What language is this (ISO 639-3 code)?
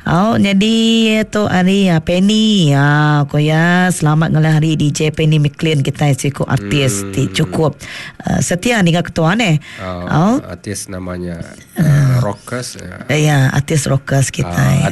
iba